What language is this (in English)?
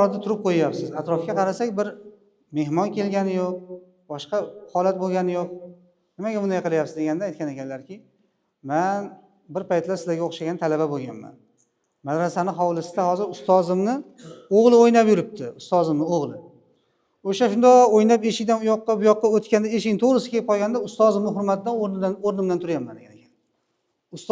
Uzbek